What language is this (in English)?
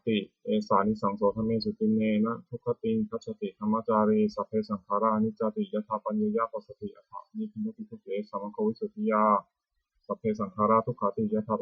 Pali